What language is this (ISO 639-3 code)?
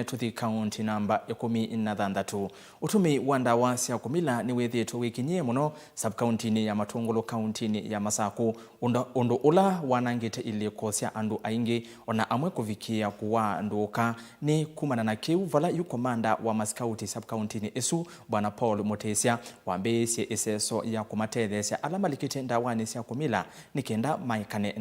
kam